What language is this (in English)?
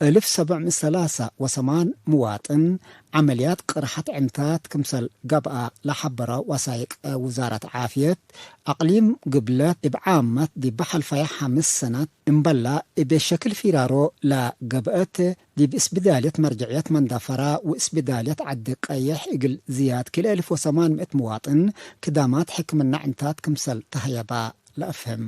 Tigre